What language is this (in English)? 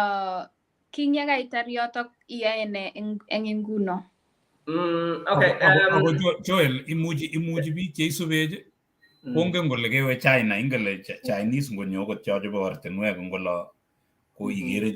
Kalenjin